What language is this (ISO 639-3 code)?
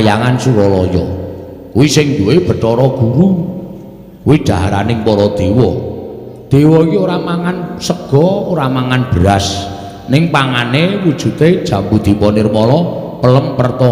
jav